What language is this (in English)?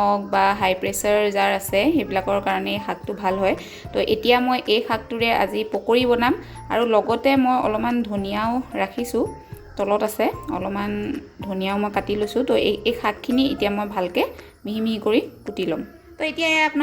Assamese